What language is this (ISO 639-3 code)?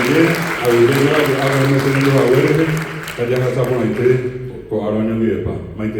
grn